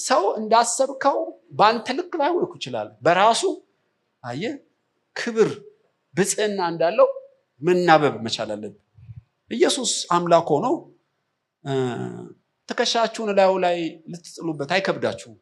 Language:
Amharic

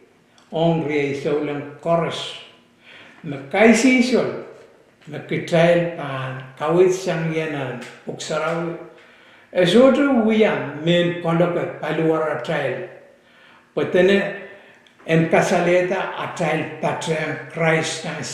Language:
Pohnpeian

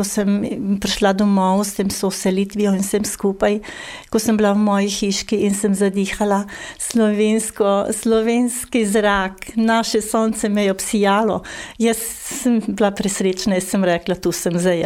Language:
Slovenian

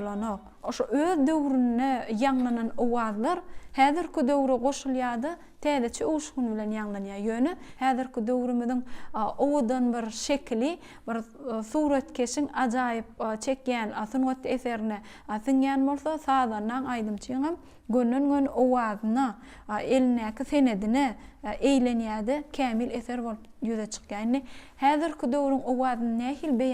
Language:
Turkmen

